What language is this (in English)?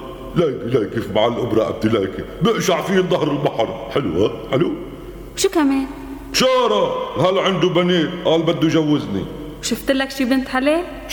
North Levantine Arabic